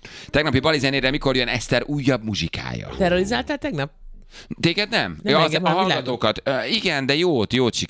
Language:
Hungarian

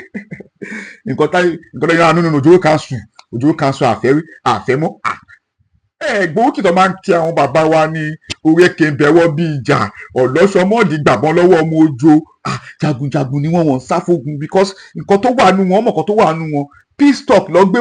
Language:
Yoruba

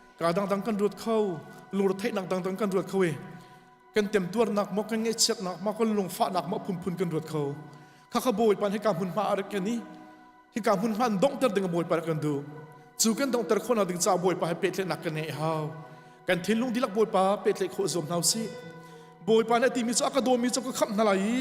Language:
Hakha Chin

